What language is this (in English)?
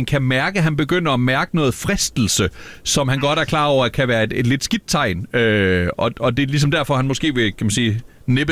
Danish